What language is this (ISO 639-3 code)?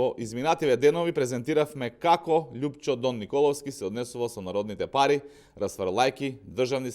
mkd